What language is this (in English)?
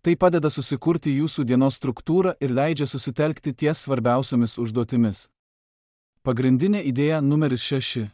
Lithuanian